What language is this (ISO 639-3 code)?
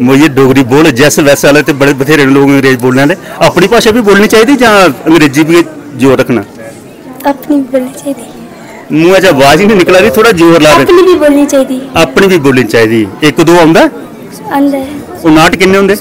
doi